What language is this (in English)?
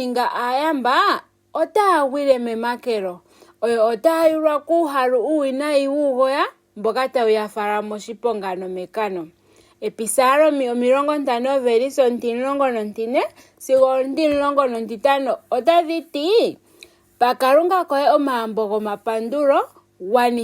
Ndonga